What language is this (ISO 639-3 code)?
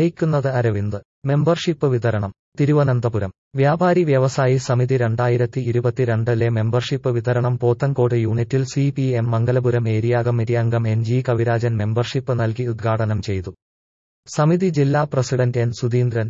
mal